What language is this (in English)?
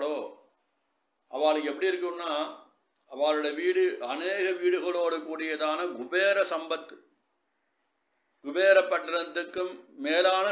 Tamil